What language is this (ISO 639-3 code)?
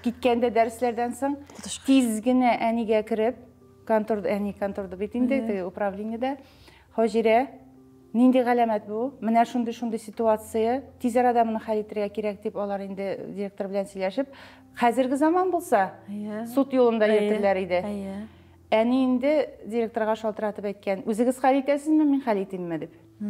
tat